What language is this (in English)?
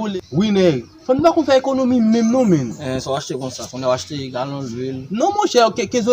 Haitian Creole